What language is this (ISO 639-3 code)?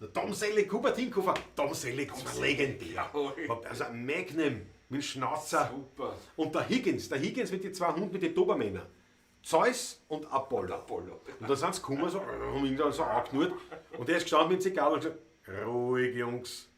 bar